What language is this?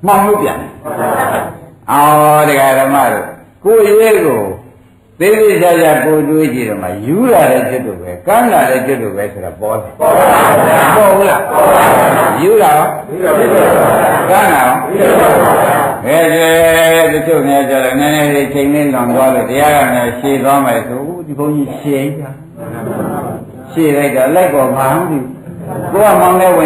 Burmese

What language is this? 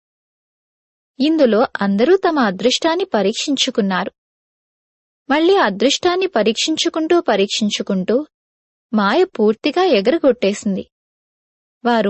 Telugu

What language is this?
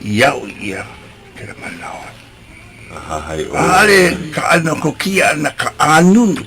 Hawaiian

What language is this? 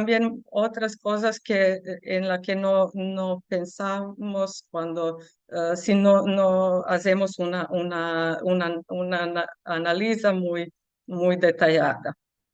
Ladino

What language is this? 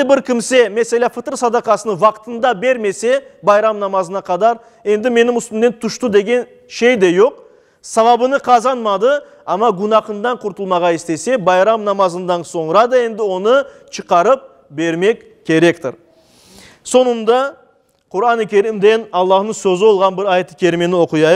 Crimean Tatar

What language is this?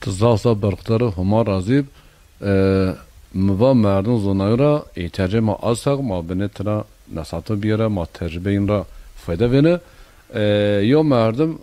Zaza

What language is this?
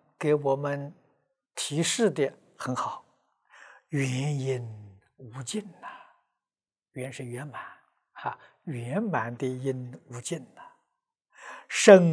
Chinese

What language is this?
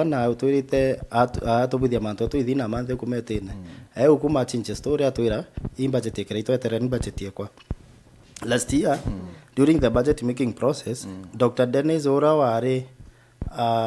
Meru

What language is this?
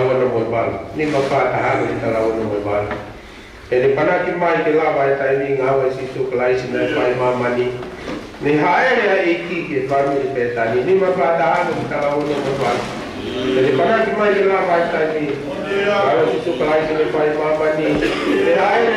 Tongan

